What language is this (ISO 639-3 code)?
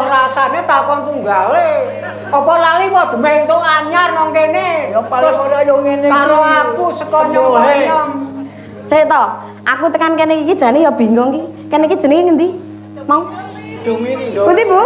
jav